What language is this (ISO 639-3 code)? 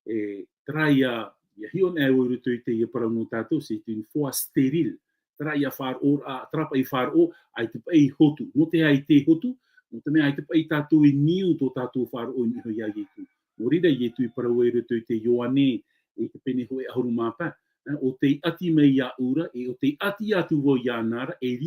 tah